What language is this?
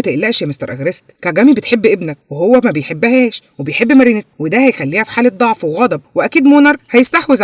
Egyptian Arabic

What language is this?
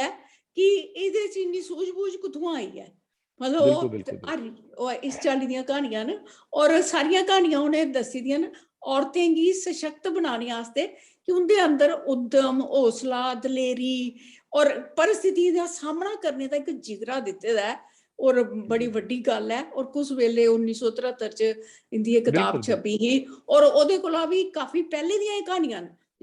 Dogri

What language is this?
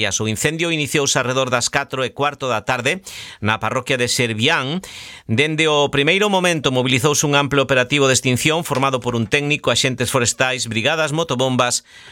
Galician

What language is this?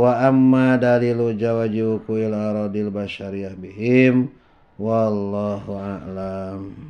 Sundanese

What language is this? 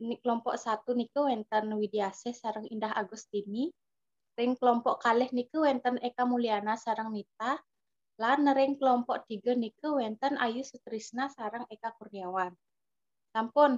Balinese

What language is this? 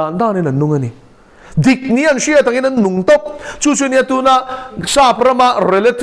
Mizo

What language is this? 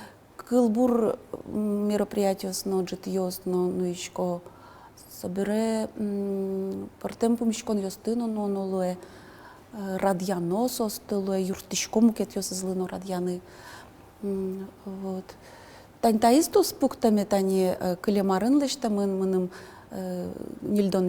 Udmurt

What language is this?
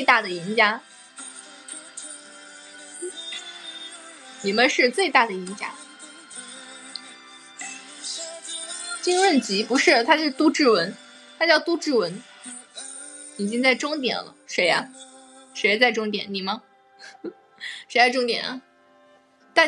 Chinese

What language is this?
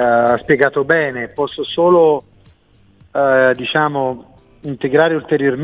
Italian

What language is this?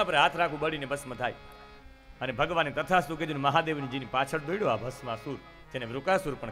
Gujarati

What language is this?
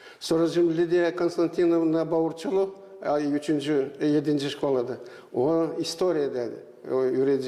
Gagauz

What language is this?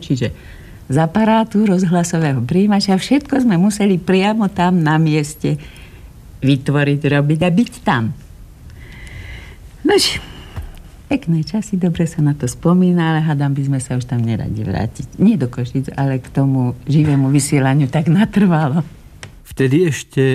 Slovak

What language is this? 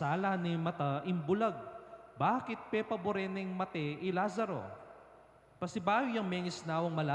Pampanga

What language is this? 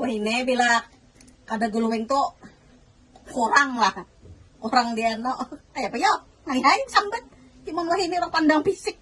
Banjar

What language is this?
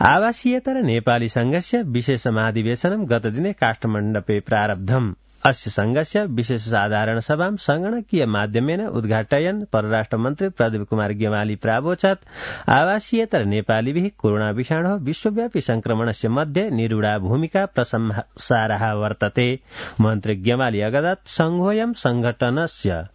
Sanskrit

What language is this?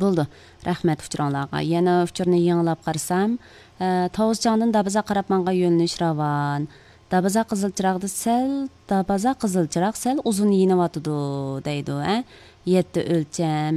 Uyghur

